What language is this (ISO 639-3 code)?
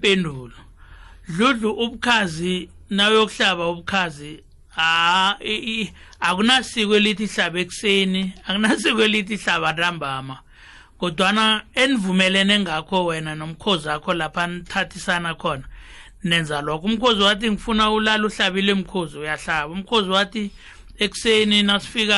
nbl